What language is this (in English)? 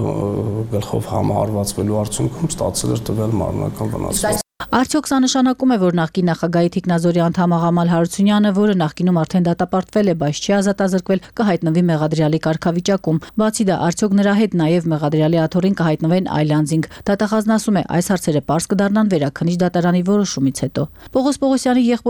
Armenian